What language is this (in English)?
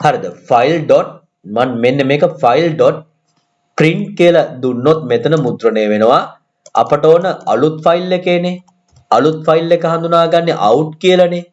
Sinhala